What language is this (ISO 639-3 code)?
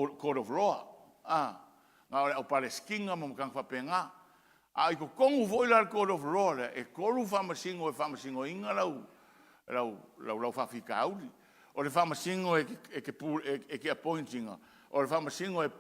smo